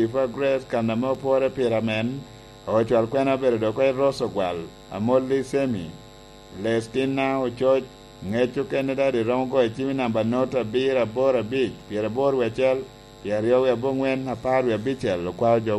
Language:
Lango (Uganda)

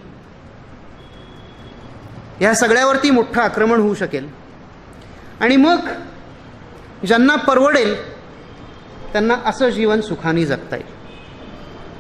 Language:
Marathi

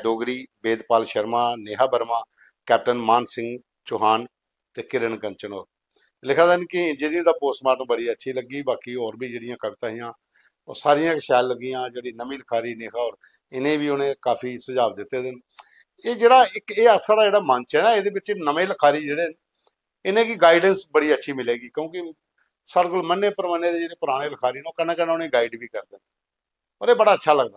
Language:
Dogri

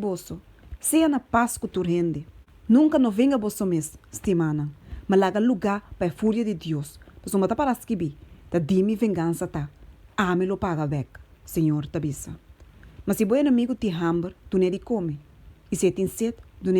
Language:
Papiamento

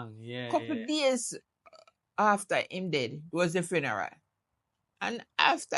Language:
Jamaican Creole English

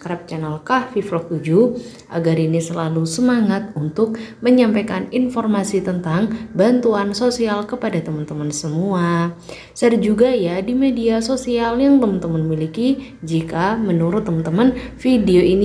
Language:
Indonesian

